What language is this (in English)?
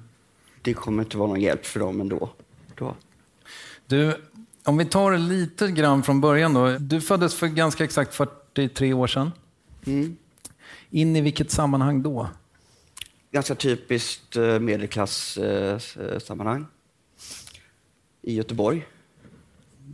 Swedish